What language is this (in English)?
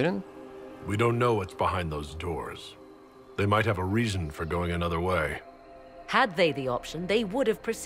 Russian